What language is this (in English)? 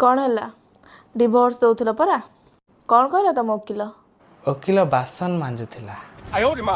Odia